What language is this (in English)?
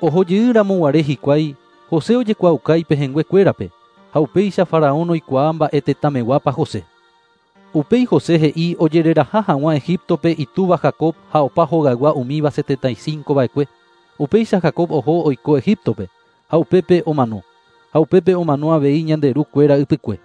Guarani